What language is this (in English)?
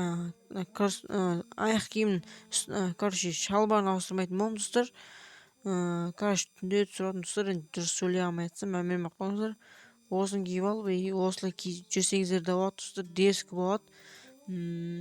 Kazakh